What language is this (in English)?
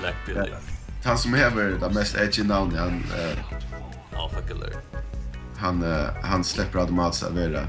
Faroese